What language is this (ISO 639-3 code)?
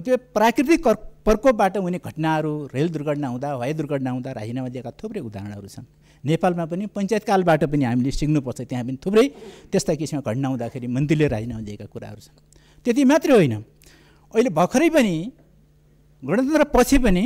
nep